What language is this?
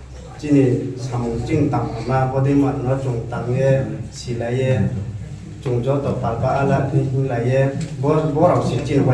Riang (India)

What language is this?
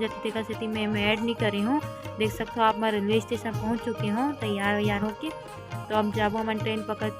Chhattisgarhi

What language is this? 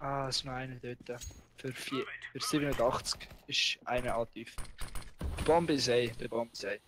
Swiss German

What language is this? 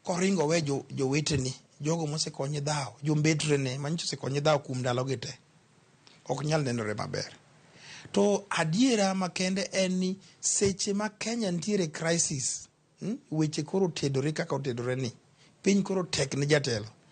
Luo (Kenya and Tanzania)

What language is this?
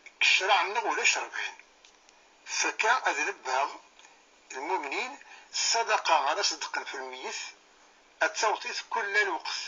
Kabyle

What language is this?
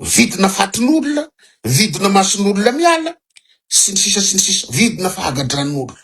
Malagasy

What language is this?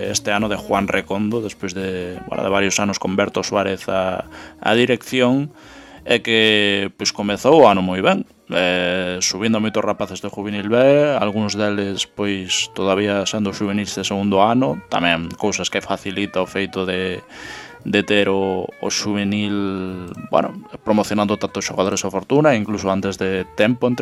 Galician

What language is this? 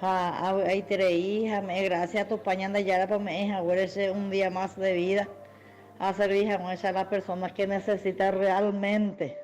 Guarani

